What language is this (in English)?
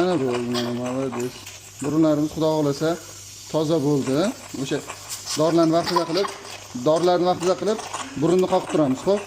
Uzbek